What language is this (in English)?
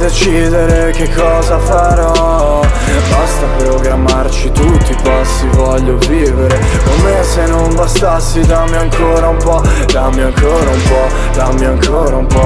Italian